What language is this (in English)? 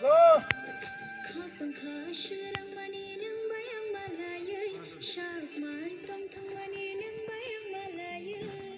Kok Borok